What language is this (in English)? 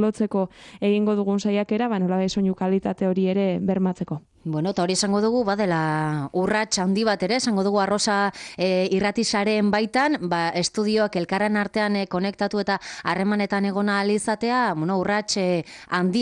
Basque